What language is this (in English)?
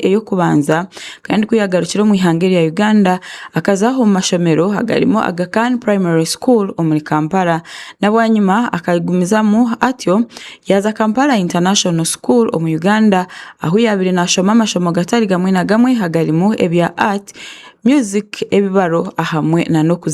Tooro